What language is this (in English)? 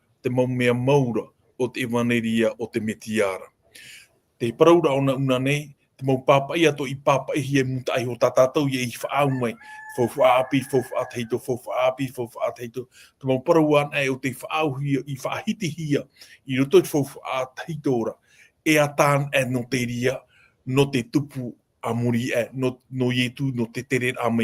Tahitian